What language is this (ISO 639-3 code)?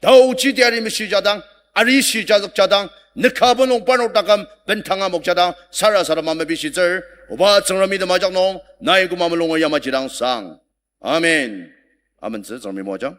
njo